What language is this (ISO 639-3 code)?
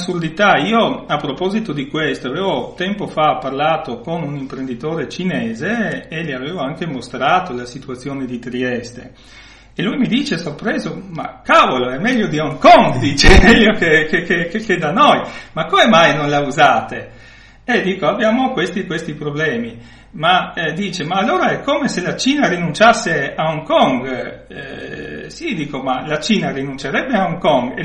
ita